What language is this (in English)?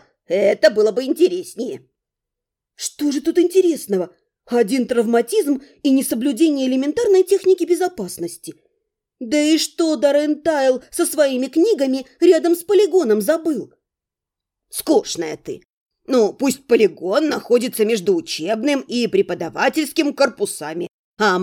Russian